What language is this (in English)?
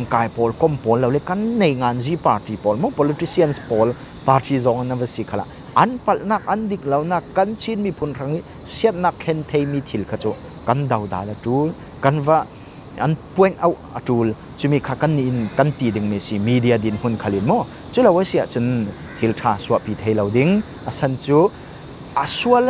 Falam Chin